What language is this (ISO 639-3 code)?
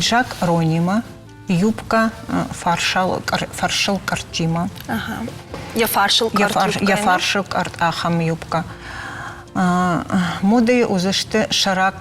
oss